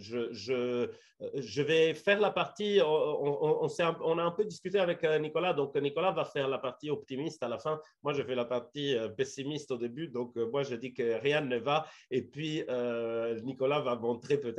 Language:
French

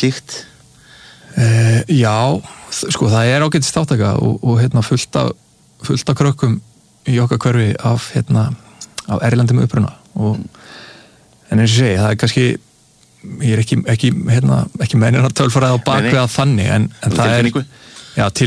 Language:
Icelandic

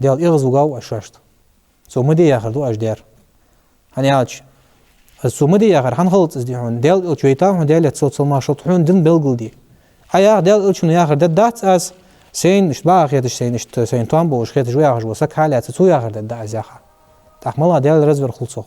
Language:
Ingush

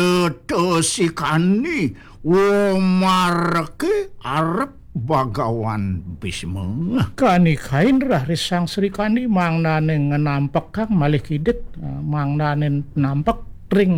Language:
Balinese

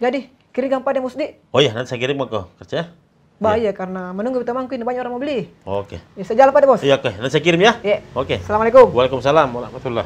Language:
Makassar Malay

